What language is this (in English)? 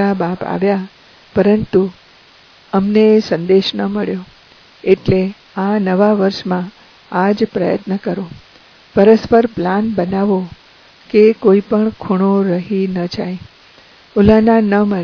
Gujarati